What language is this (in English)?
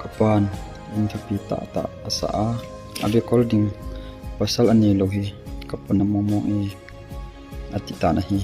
Thado Chin